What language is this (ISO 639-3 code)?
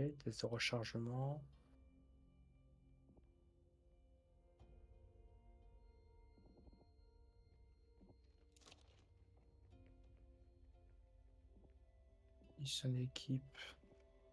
fra